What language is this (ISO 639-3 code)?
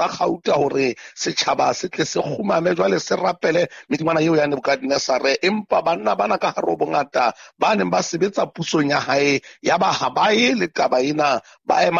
sot